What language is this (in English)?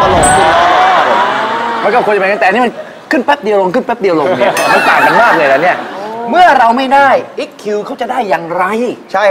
Thai